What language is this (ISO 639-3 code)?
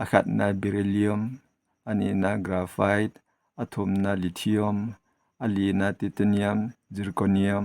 tcz